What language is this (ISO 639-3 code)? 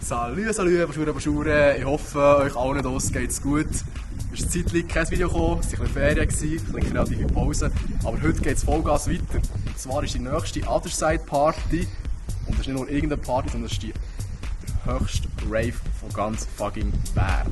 gsw